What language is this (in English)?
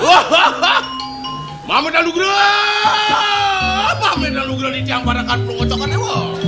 Balinese